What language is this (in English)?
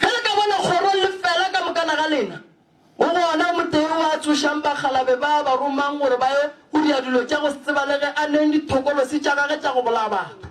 Northern Sotho